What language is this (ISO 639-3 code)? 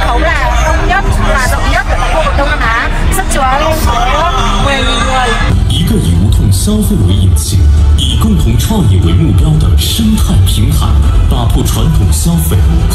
vie